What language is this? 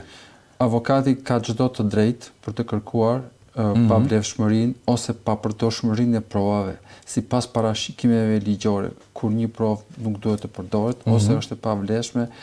Albanian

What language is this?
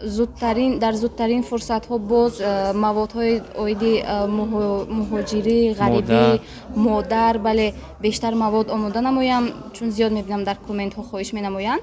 Tajik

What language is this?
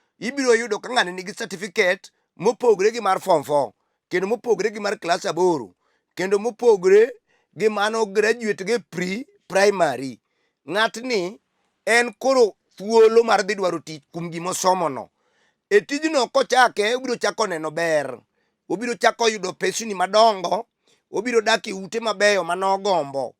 Luo (Kenya and Tanzania)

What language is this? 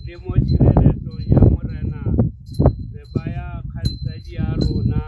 Tswana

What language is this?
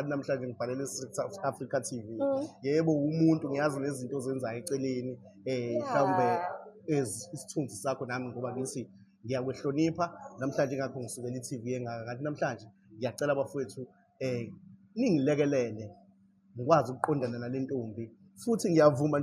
Zulu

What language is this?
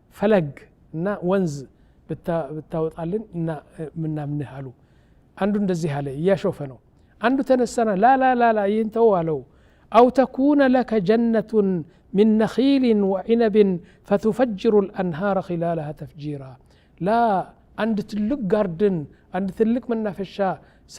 Amharic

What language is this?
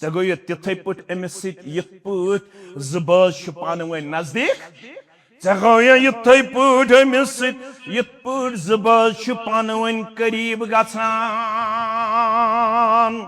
Kashmiri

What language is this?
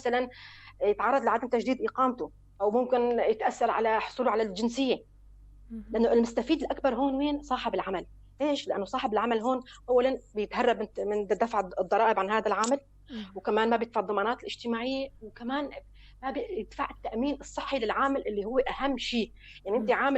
North Levantine Arabic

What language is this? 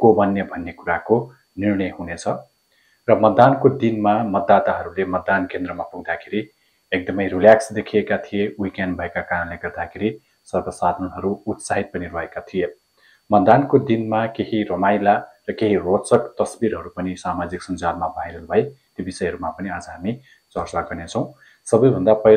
Nepali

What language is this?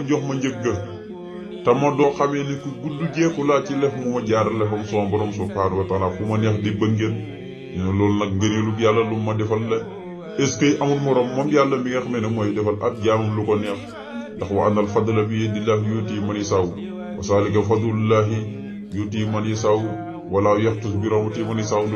Wolof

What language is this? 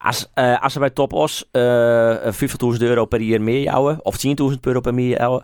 Western Frisian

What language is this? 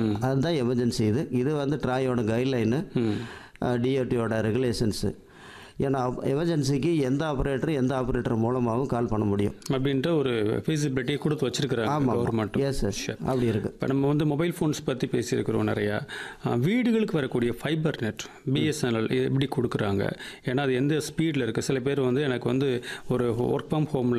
Tamil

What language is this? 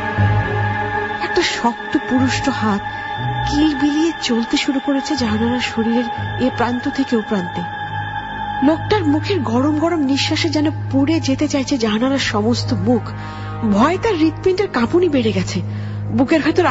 Bangla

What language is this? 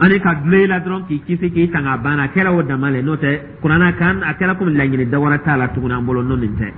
Dyula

